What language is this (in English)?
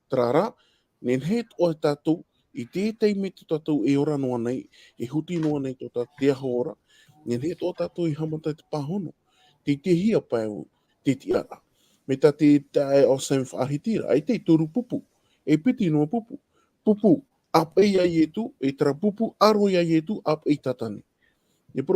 Tahitian